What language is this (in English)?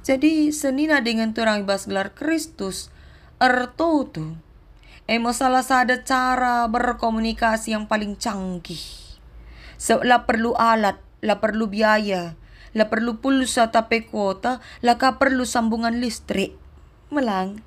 Batak Karo